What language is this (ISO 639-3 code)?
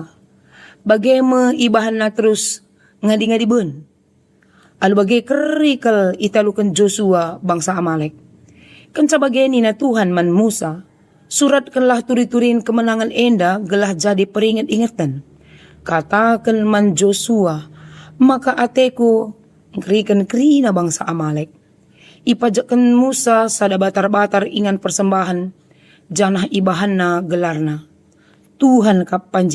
btx